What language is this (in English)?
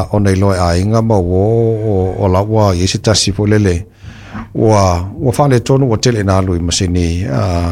Samoan